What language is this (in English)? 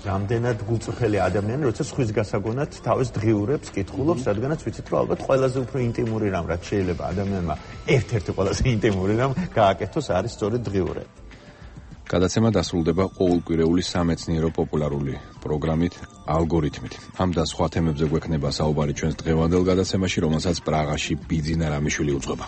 Georgian